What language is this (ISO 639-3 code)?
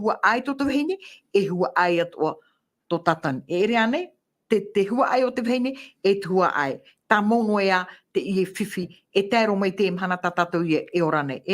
tah